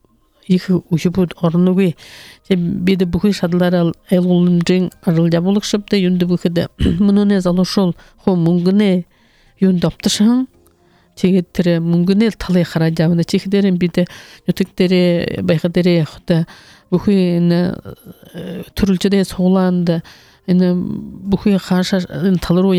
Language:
Buriat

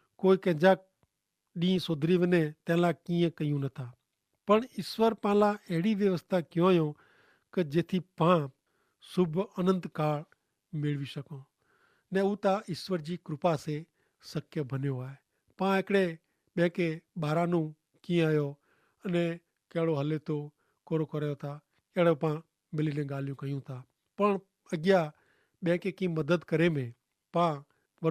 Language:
Kachhi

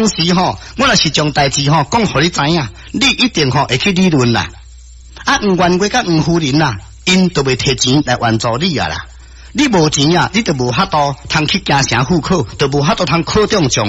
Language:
Min Nan Chinese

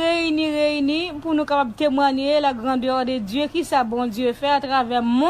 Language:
Haitian Creole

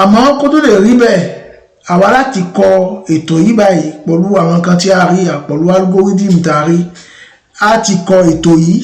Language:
Yoruba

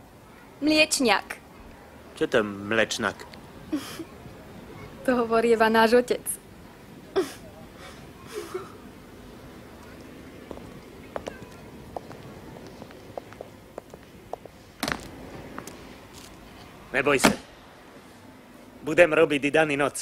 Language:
Slovak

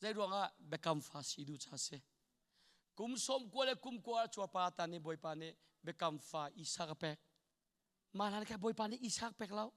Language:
Hakha Chin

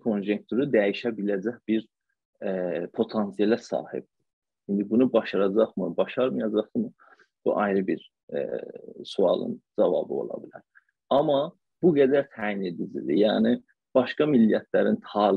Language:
South Azerbaijani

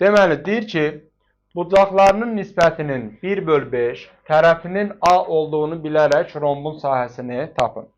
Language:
Azerbaijani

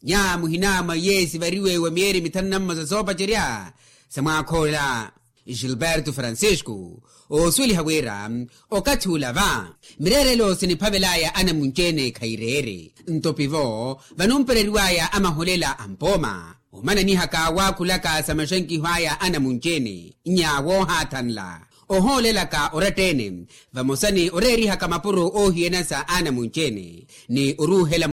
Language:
Makhuwa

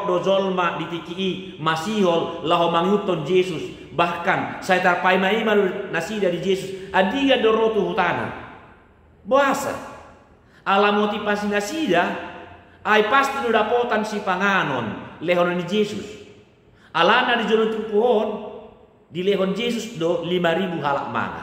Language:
Batak Toba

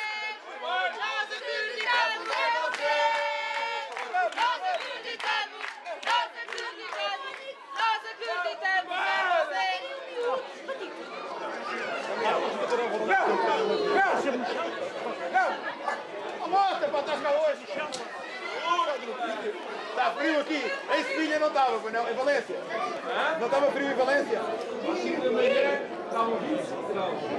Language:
Portuguese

